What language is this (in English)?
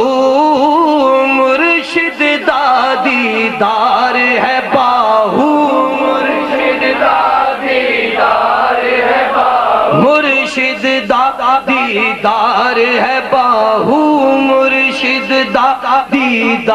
Urdu